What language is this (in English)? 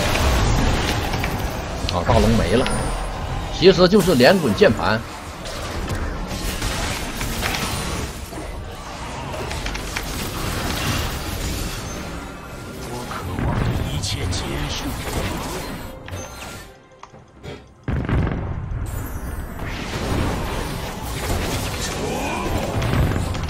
Chinese